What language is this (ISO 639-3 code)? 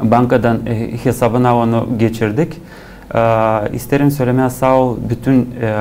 gag